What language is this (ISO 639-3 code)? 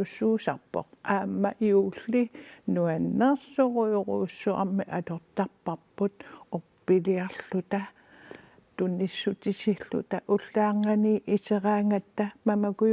kal